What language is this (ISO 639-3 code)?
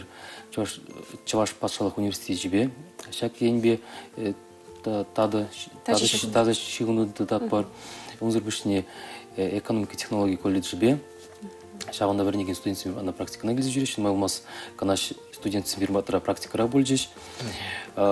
chv